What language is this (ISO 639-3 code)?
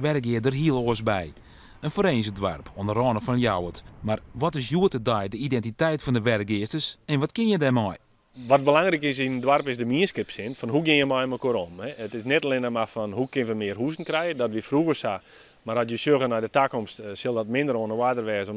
fry